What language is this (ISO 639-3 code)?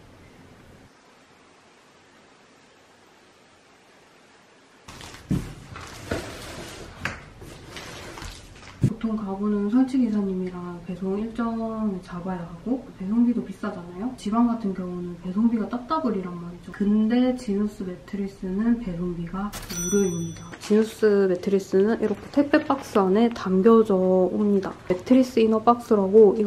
kor